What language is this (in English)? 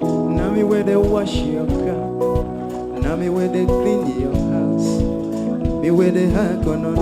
Nyanja